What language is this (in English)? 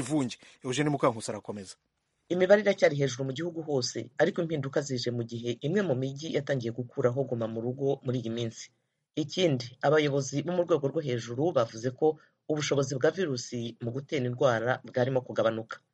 Kinyarwanda